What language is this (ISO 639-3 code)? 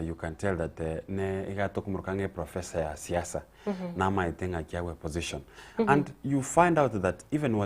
guz